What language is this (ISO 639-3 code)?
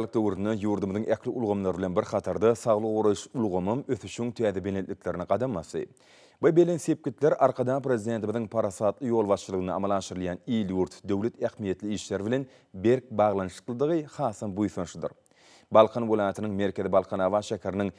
tuk